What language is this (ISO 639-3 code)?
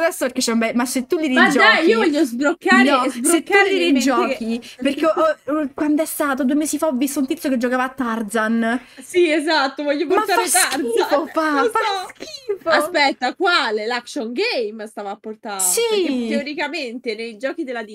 ita